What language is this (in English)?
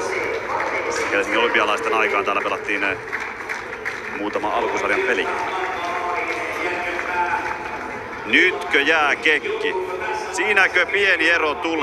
Finnish